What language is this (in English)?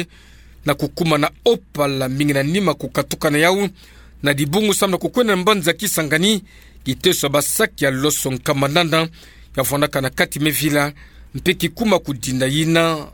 Kituba (Democratic Republic of Congo)